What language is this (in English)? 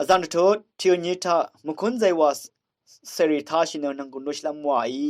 Rawang